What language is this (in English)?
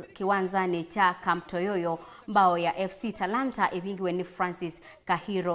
Kamba